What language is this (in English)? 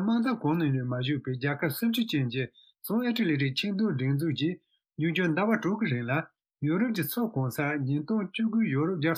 Tibetan